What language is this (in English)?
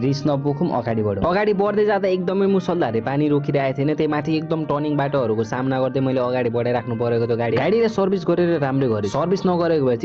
Nepali